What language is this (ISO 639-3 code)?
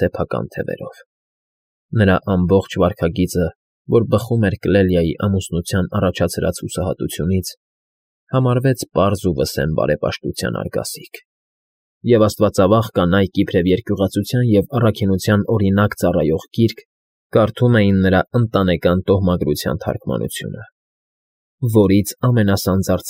hye